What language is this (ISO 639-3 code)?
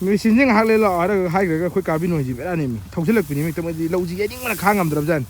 mni